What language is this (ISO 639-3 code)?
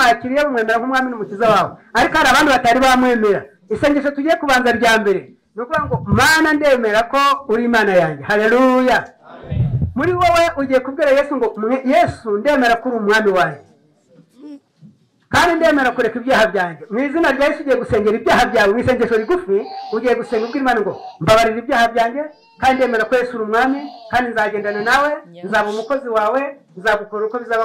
kin